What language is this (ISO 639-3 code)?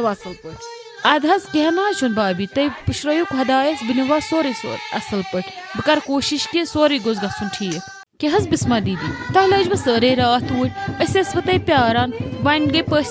kas